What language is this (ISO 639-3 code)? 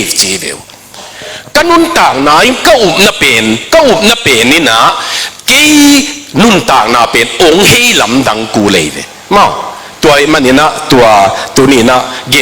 ctd